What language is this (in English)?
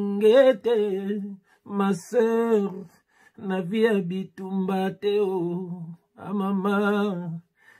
Lingala